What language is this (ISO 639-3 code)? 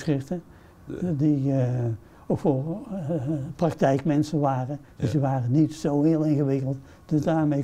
nld